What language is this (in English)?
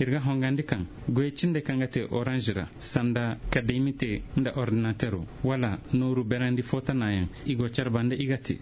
Koyraboro Senni